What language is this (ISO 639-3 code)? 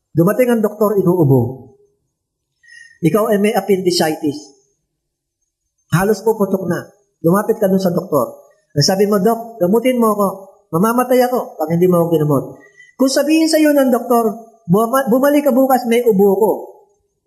fil